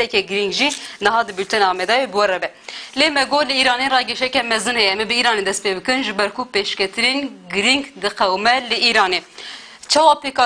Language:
Kurdish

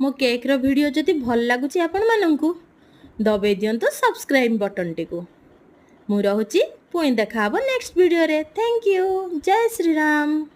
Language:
Odia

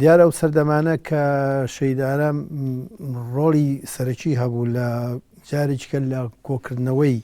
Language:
Central Kurdish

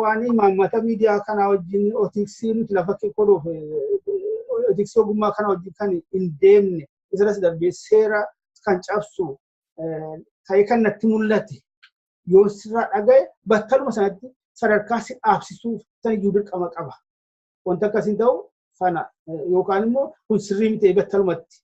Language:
Oromo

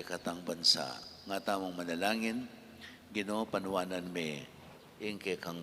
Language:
Pampanga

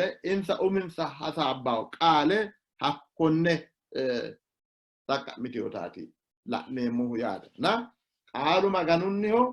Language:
Sidamo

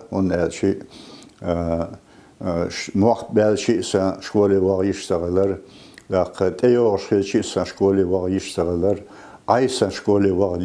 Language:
Chechen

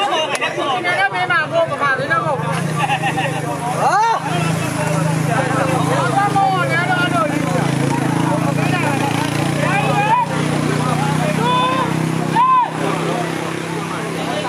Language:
Burmese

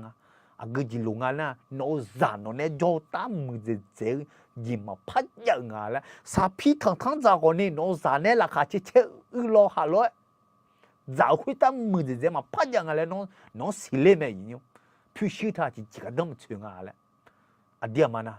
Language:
Akha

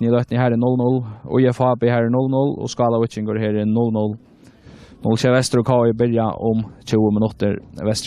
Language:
Faroese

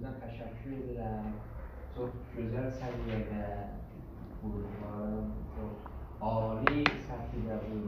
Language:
South Azerbaijani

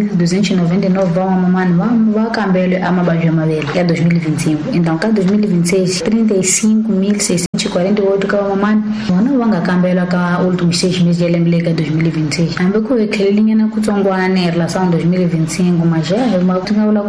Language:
Tsonga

